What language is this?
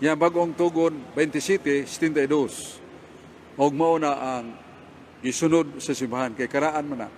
Cebuano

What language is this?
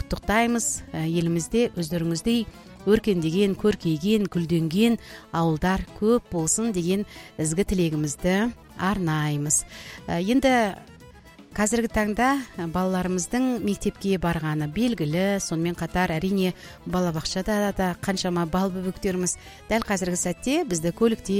Kazakh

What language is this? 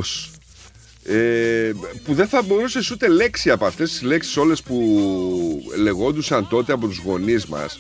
Greek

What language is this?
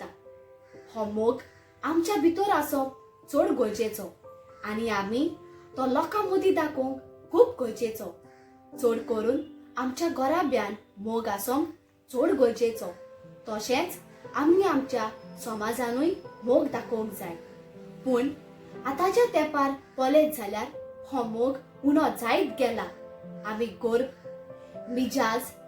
Konkani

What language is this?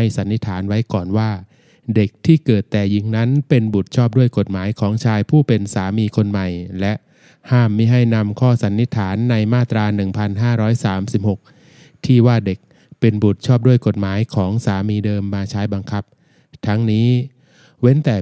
Thai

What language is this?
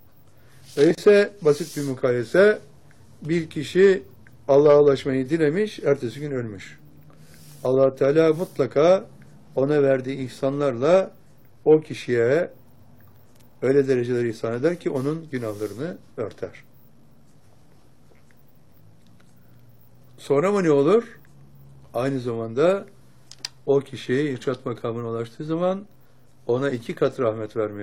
Turkish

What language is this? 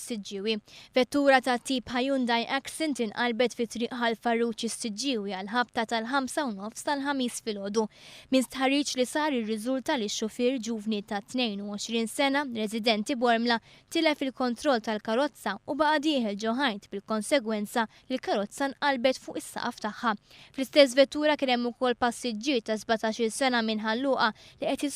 Maltese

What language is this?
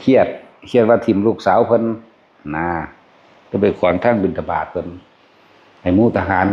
Northeastern Thai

